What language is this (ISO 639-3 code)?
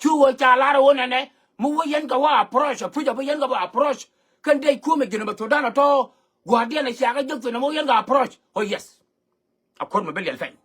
nus